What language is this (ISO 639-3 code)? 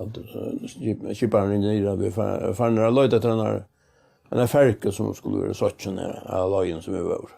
fao